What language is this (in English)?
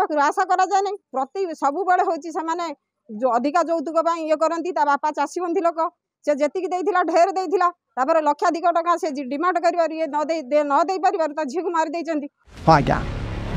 Odia